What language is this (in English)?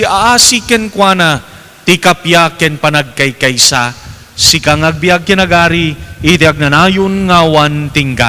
Iloko